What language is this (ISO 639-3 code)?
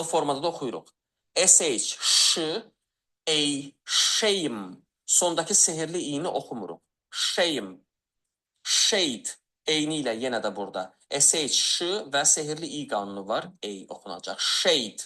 aze